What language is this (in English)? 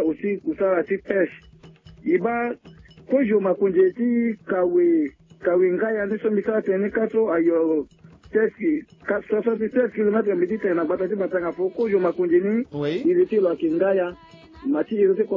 Sango